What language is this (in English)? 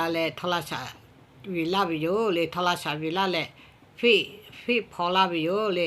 Lahu